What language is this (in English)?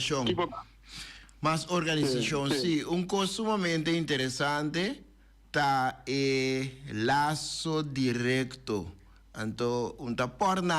Papiamento